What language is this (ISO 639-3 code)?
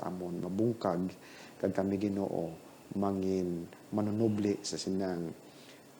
hil